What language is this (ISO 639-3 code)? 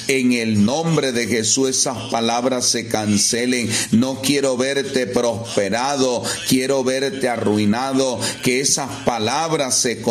spa